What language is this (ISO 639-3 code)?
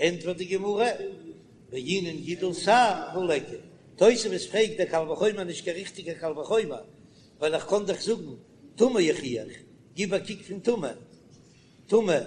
yid